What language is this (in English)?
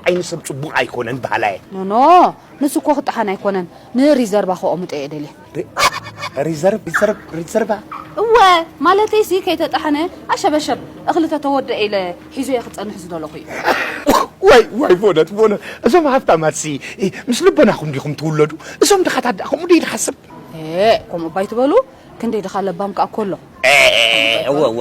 Tigrinya